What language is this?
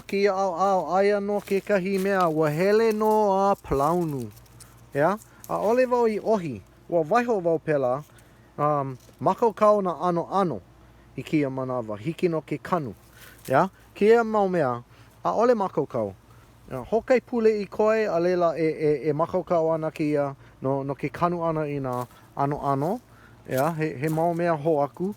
Hawaiian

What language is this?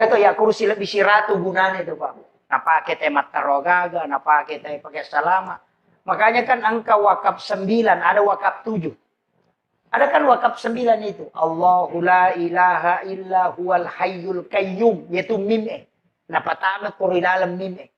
Buginese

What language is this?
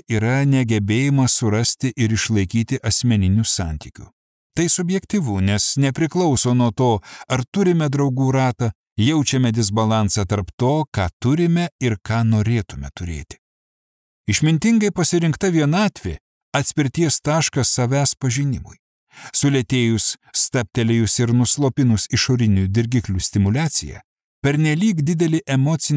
Lithuanian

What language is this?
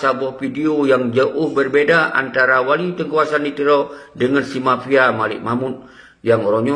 Achinese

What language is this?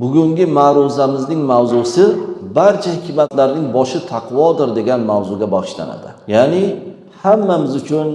Uzbek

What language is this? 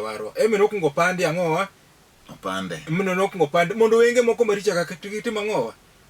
Luo (Kenya and Tanzania)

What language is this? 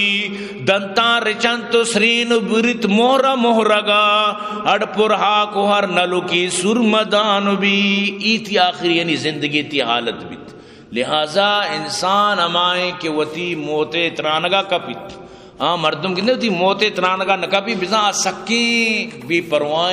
Eastern Balochi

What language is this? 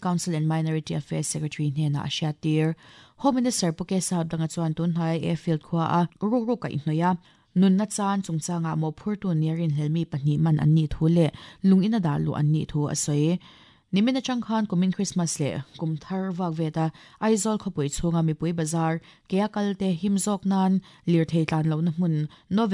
Mizo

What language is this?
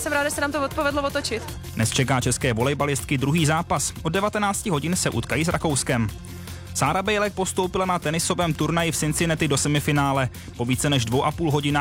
Czech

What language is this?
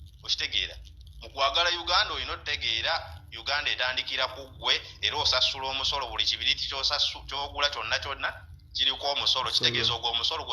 Ganda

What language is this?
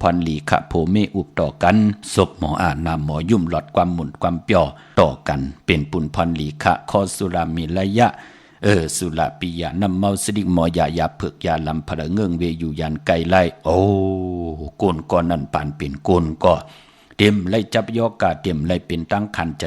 Shan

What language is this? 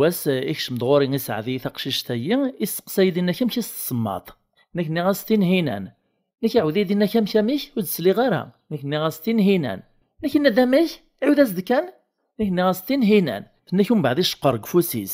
Kabyle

